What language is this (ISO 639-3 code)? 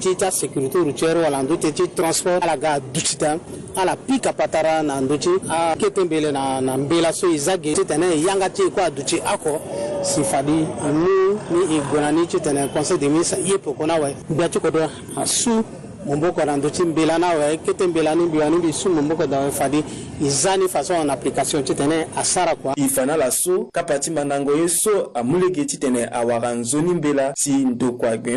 sag